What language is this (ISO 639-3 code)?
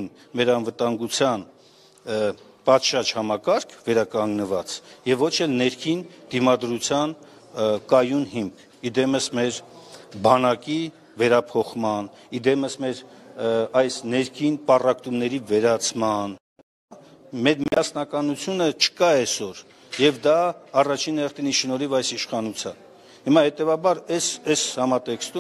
hye